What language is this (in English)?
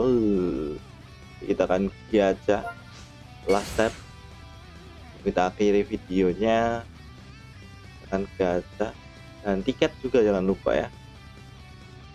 Indonesian